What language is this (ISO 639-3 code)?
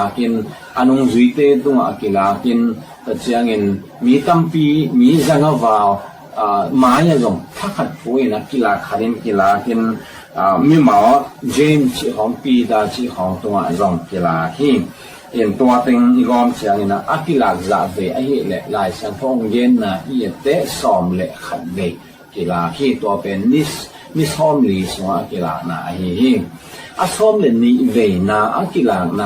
ctd